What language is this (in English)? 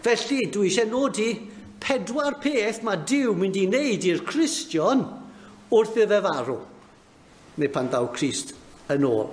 Welsh